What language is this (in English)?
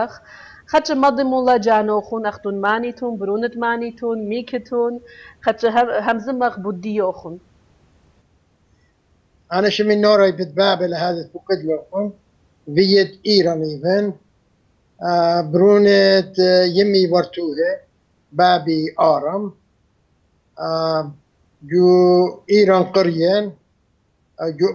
Assyrian Neo-Aramaic